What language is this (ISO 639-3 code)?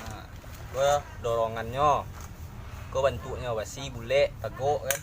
min